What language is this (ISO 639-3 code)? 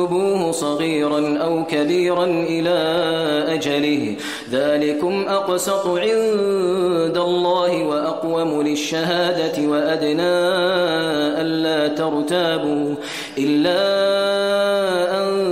ara